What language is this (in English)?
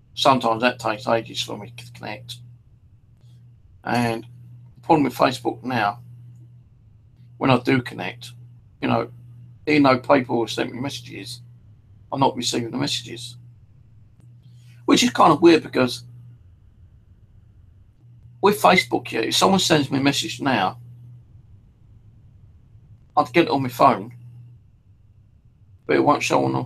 English